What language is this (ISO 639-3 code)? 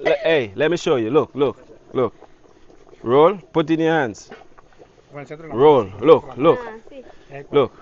jam